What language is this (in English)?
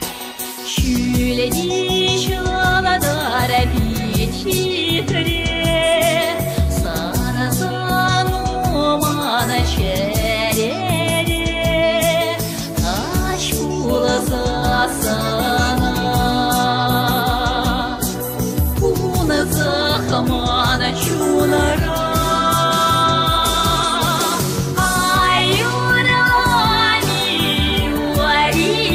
Chuvash